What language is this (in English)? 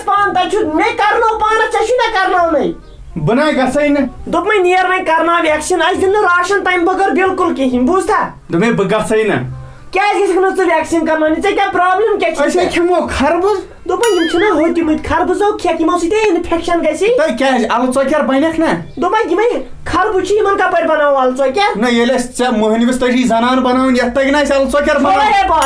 Kashmiri